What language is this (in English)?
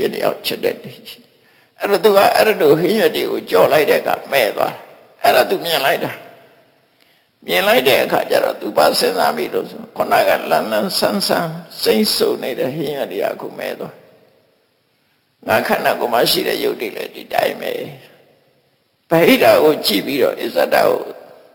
Burmese